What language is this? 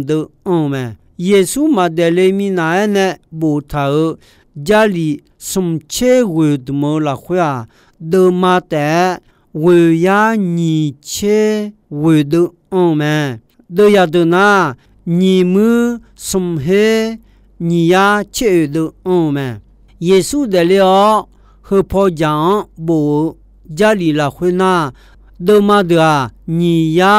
Akha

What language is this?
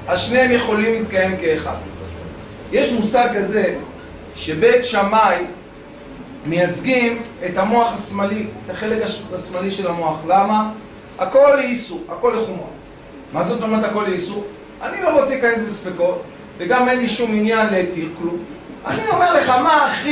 Hebrew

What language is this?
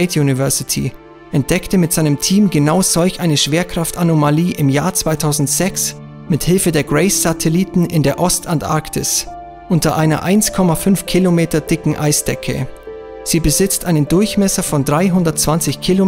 German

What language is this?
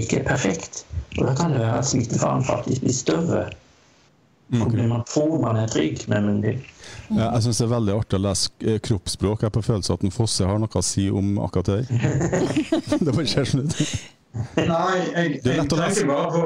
Norwegian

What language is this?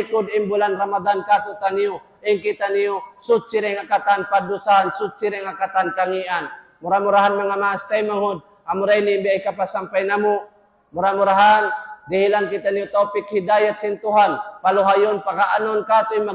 Tausug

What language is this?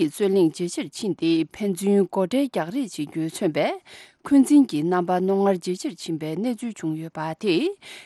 Tibetan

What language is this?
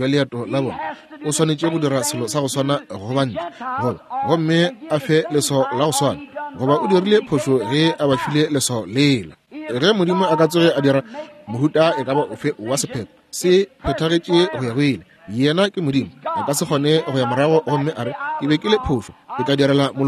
Northern Sotho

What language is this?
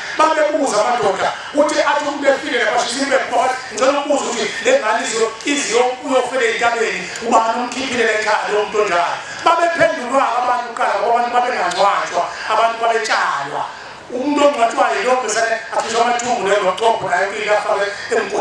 Zulu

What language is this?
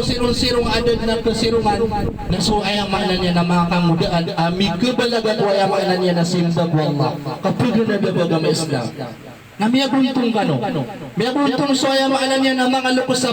Maranao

